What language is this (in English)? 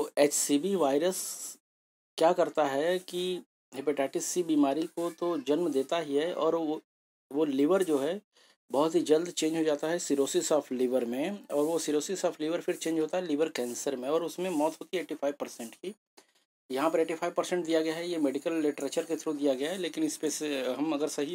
Hindi